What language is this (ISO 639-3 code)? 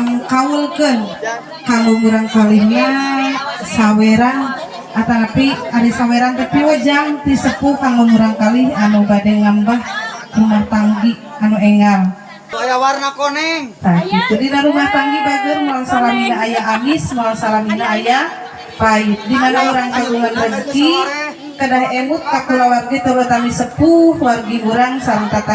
sun